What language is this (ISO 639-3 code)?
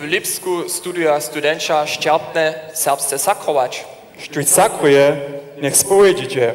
hsb